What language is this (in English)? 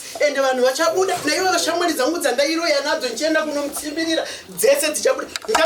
Shona